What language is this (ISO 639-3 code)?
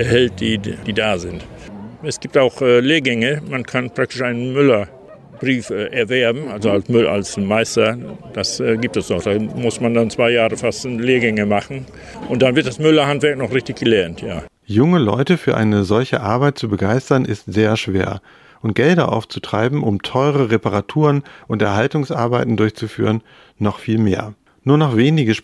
deu